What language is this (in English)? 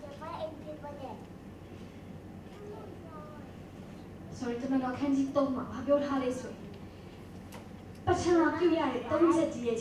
Burmese